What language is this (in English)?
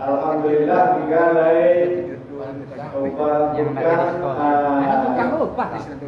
Minangkabau